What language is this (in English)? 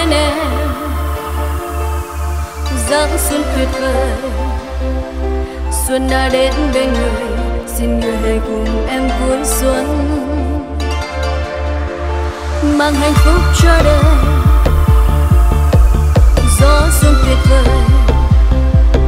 Vietnamese